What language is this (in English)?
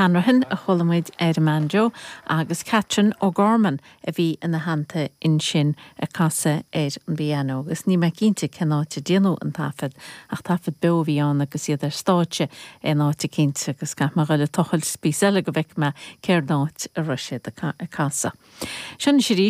Irish